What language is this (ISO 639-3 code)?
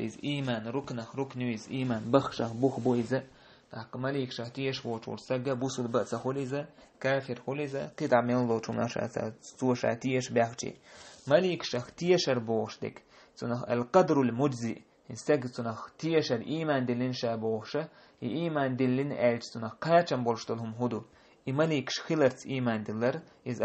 che